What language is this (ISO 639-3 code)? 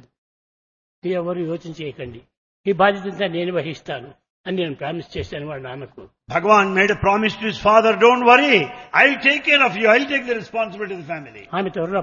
tel